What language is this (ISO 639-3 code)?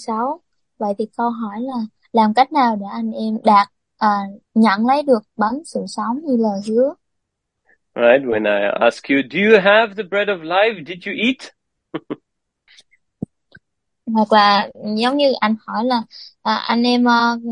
vie